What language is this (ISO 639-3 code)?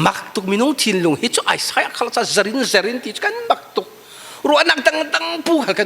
cfm